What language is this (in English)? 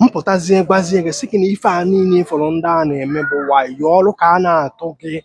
Igbo